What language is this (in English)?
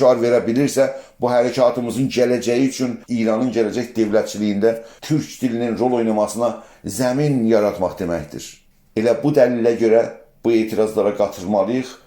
South Azerbaijani